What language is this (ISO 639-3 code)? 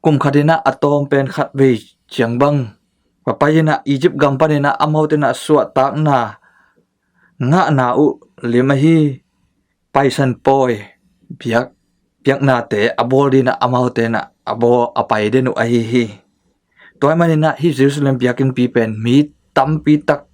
ctd